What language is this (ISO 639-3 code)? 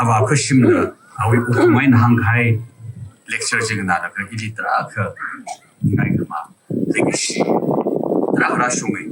nmf